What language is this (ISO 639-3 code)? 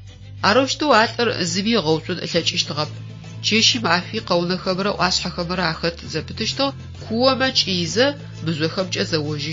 ady